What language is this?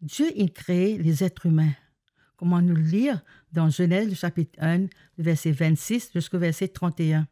Morisyen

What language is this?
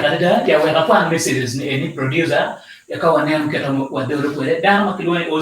Acoli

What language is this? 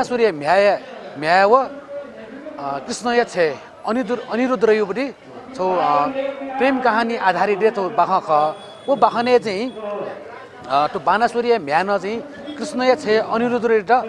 Newari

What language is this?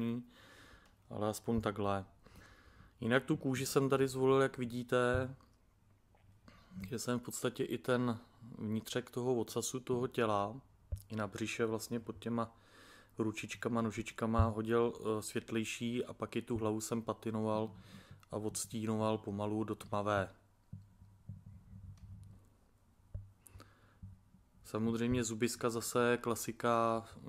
Czech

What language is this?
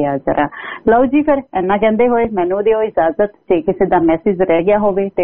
Punjabi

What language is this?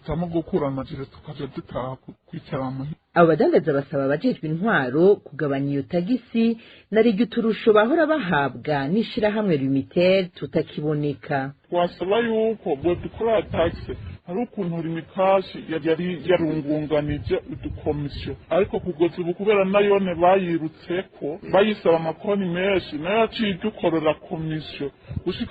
Rundi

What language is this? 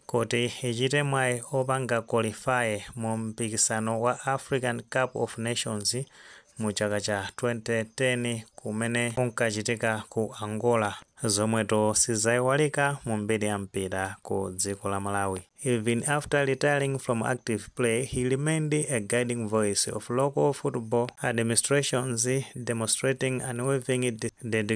Nyanja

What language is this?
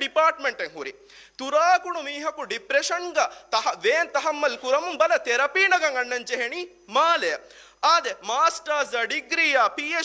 Divehi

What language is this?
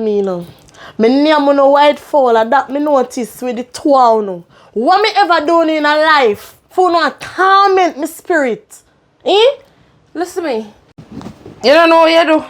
Jamaican Creole English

